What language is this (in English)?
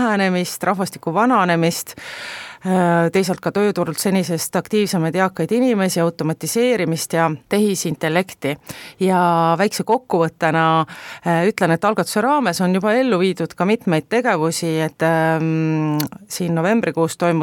Estonian